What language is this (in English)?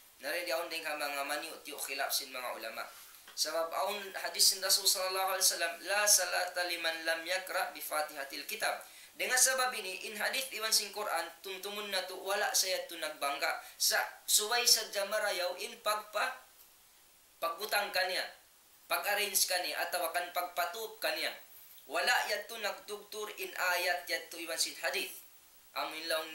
Tausug